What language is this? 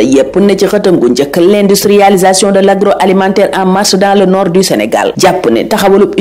Wolof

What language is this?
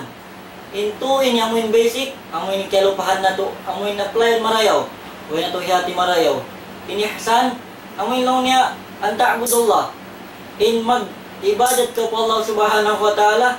Tausug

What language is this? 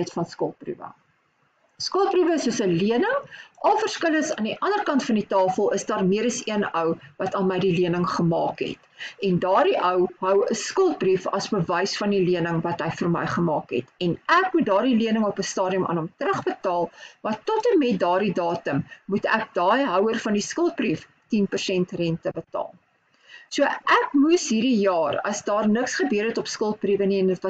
Afrikaans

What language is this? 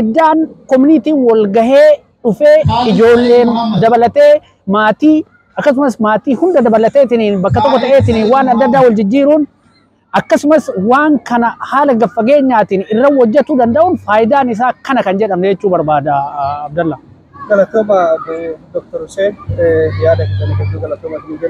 Oromo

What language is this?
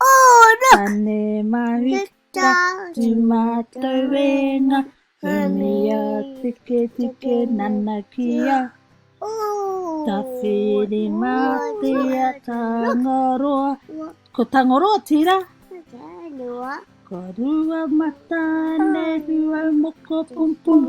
Māori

